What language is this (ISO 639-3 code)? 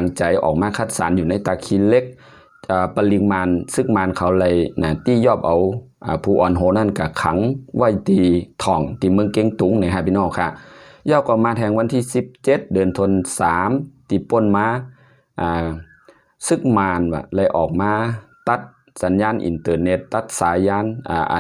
shn